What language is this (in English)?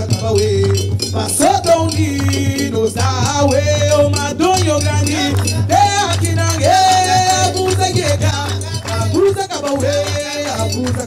Papiamento